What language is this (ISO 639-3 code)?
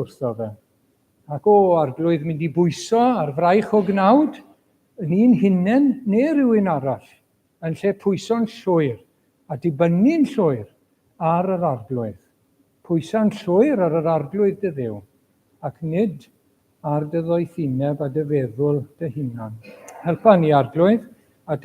cym